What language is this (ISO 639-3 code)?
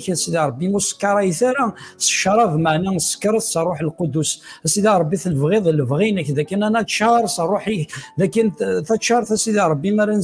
kab